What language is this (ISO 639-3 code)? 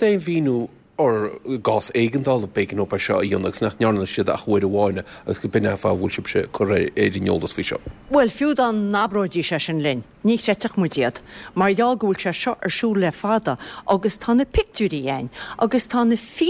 gle